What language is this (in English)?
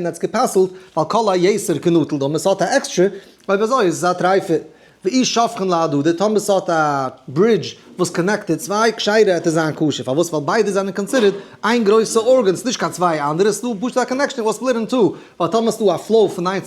Yiddish